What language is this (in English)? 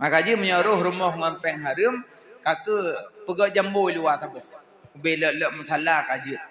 Achinese